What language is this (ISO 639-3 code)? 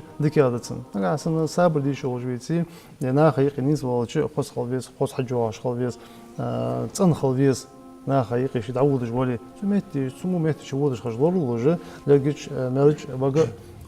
inh